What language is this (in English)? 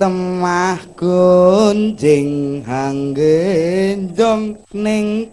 Javanese